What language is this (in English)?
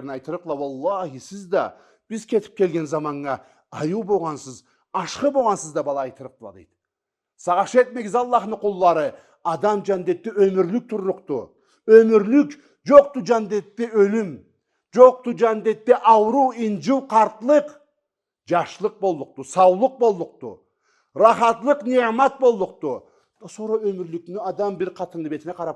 Karachay-Balkar